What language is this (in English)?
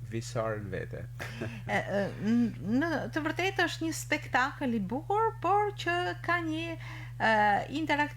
Albanian